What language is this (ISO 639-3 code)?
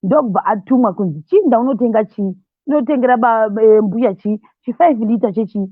sna